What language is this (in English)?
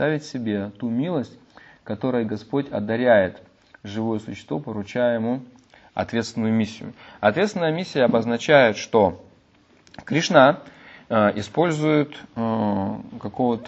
Russian